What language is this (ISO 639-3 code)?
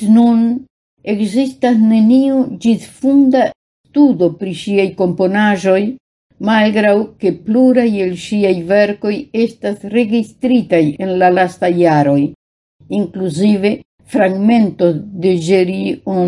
epo